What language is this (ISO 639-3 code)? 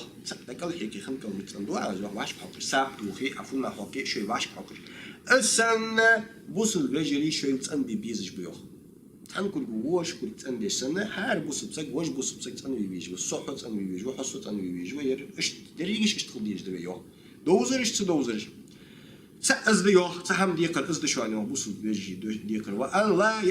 inh